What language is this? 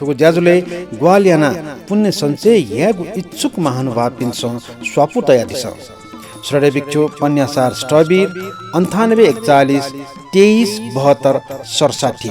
Newari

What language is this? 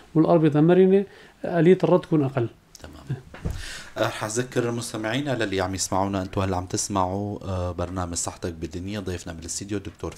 North Levantine Arabic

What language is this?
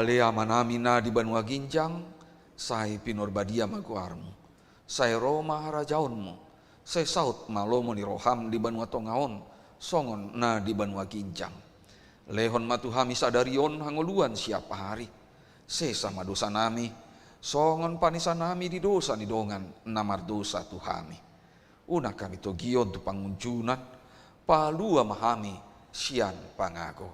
Batak Toba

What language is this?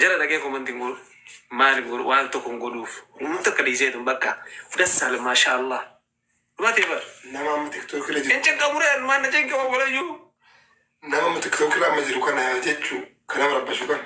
Oromo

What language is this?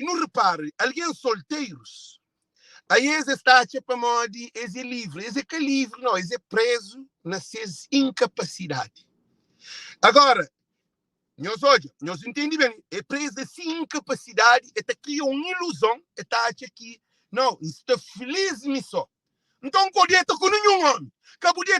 Kabuverdianu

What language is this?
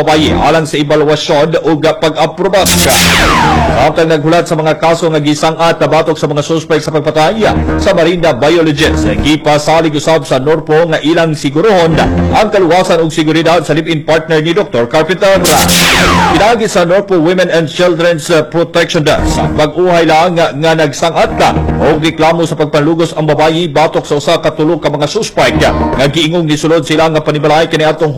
Cebuano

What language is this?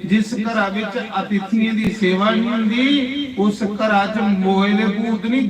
Dogri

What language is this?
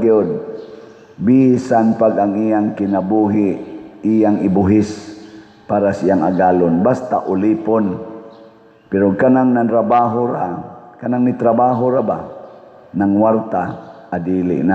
Cebuano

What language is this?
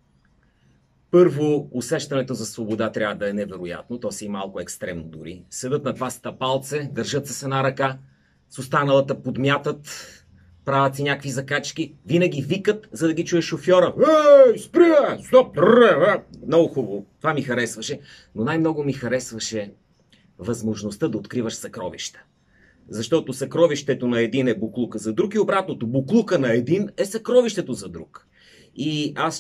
Bulgarian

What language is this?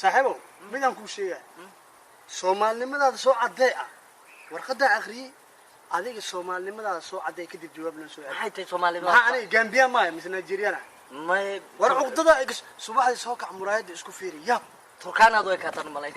Somali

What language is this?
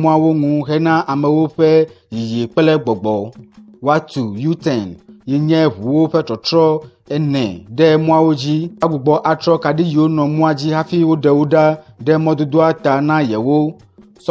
Ewe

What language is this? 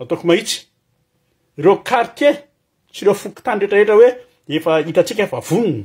Malagasy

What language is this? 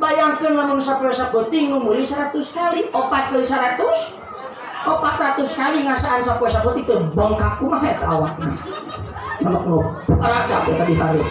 Sundanese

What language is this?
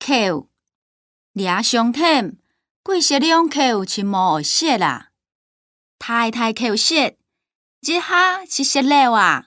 Hakka Chinese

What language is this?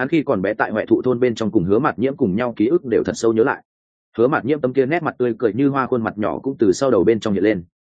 Vietnamese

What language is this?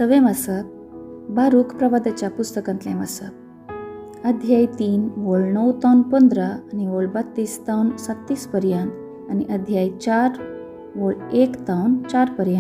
Konkani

